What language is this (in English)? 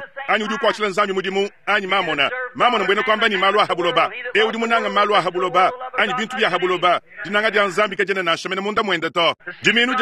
Luba-Lulua